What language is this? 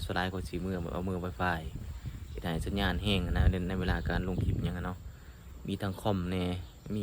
Lao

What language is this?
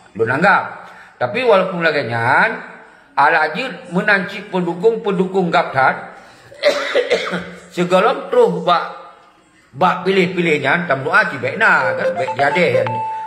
Achinese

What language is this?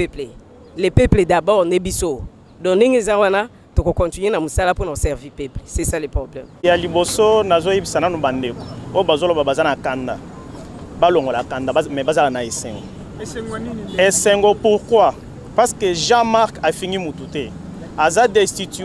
Lingala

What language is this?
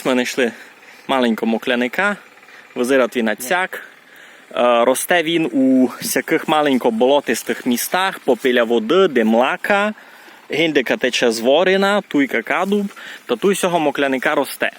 Rusyn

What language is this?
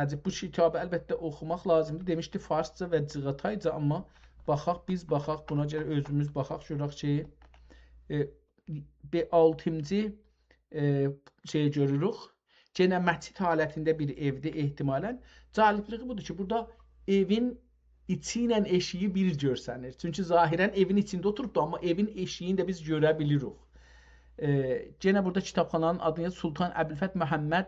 South Azerbaijani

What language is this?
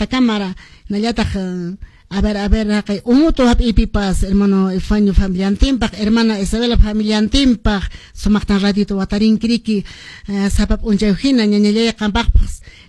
Quechua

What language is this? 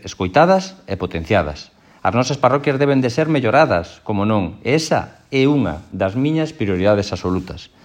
Galician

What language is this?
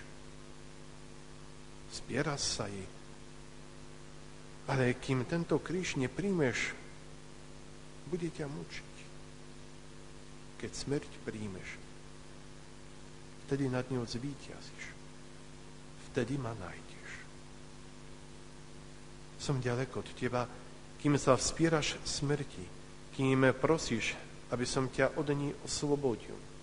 Slovak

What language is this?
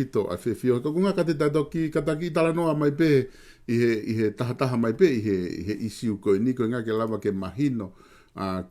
Tongan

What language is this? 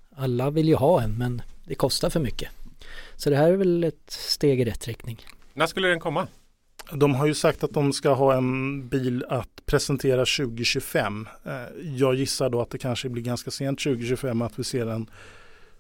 Swedish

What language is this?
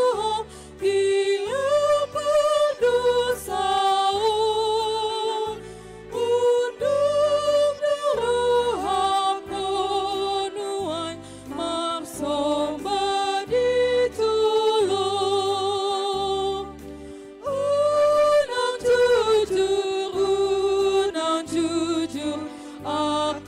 Batak Toba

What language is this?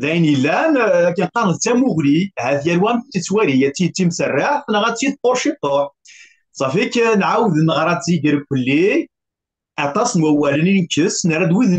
Kabyle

